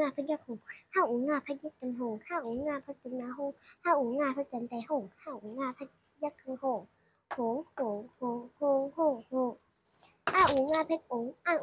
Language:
Shan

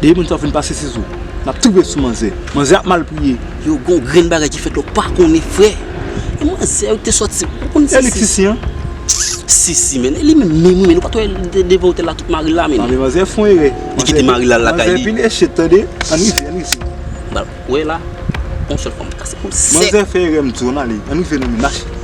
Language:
Haitian Creole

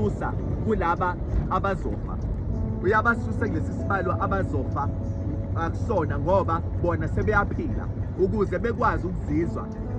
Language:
Zulu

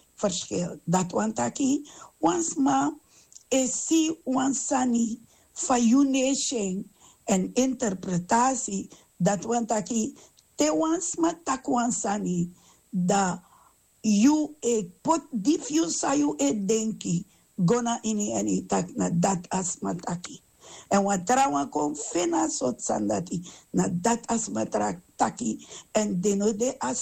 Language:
Sranan Tongo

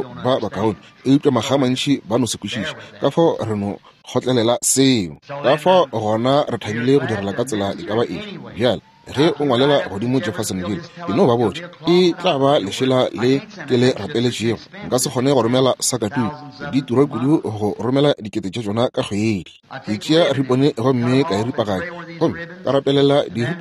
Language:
Northern Sotho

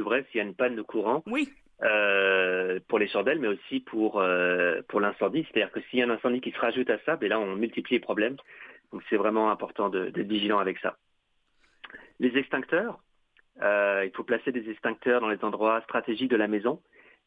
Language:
French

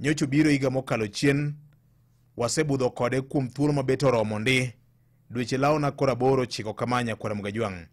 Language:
Luo (Kenya and Tanzania)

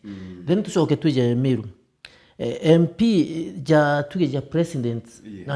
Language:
Meru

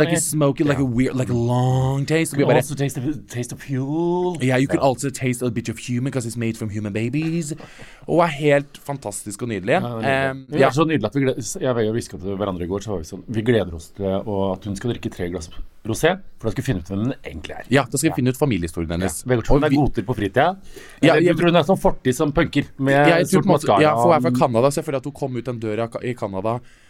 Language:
Norwegian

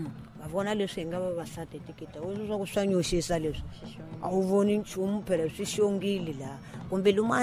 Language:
Tsonga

